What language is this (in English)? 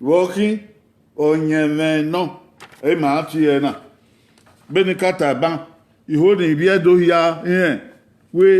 Bini